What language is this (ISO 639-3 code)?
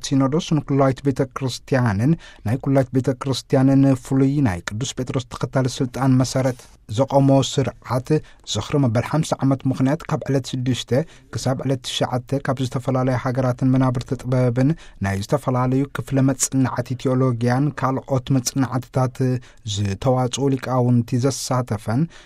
tir